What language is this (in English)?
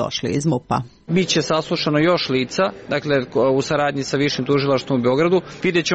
Serbian